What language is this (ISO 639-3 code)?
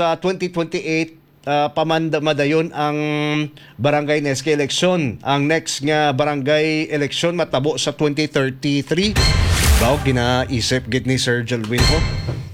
hil